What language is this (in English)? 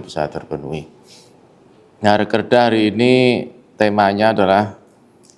Indonesian